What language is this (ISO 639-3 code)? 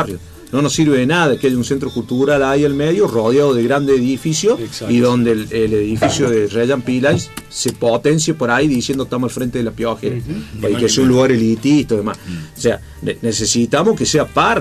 spa